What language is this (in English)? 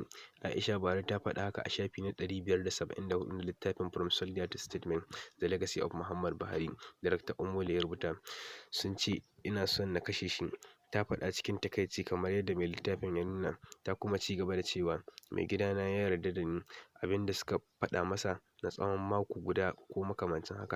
Hausa